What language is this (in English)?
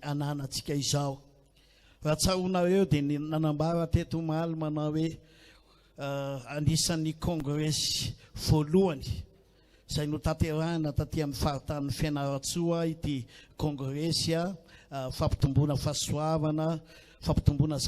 Malagasy